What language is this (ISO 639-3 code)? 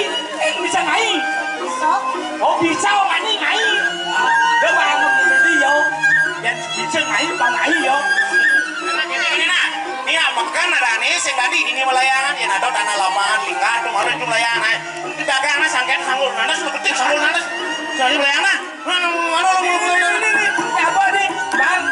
ban